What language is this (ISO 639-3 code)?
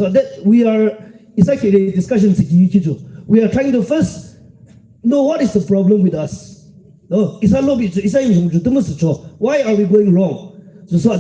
yim